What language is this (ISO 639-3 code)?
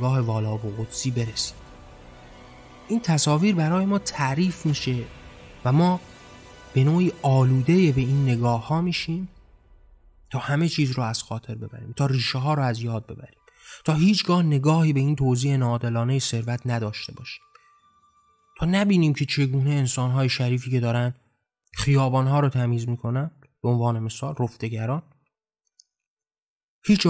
fas